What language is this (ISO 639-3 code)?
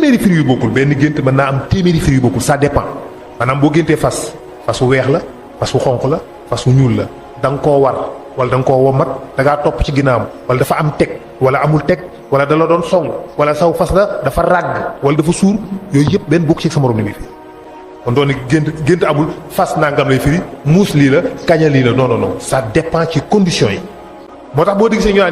wol